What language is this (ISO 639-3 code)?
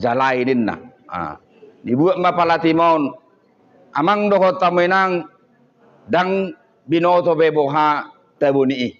bbc